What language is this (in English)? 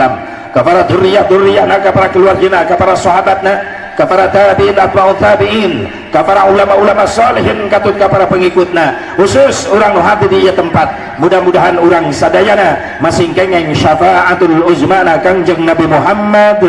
Sundanese